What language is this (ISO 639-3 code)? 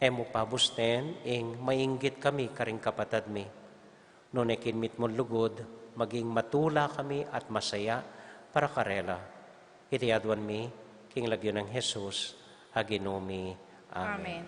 pam